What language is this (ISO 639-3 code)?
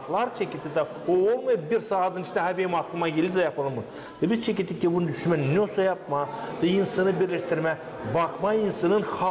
gag